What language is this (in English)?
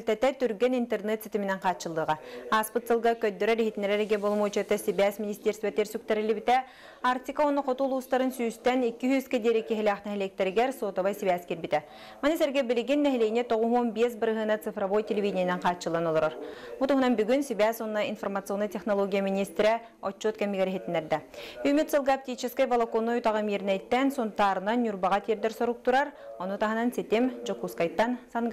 Yakut